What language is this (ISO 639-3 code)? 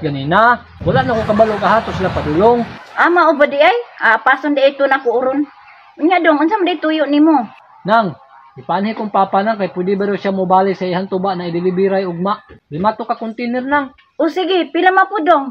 ceb